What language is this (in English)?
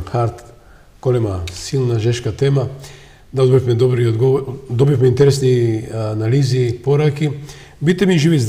Macedonian